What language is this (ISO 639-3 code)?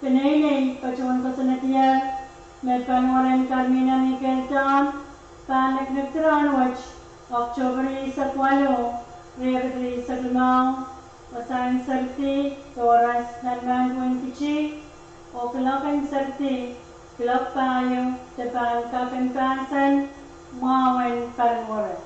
pon